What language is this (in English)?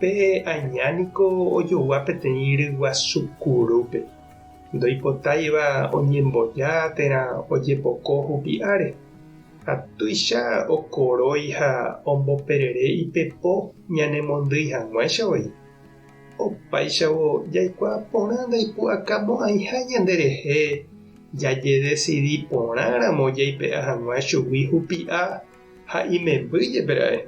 Guarani